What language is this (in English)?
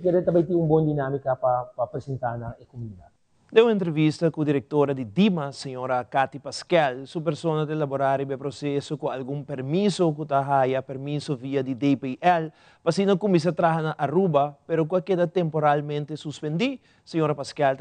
Papiamento